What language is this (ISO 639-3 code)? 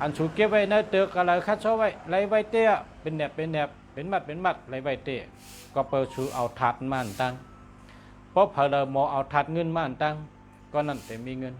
shn